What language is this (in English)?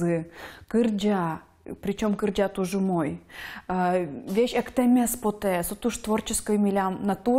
Udmurt